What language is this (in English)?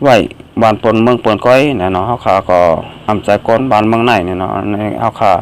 Shan